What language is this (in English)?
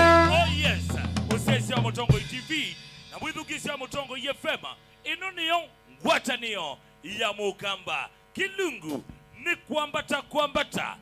Kamba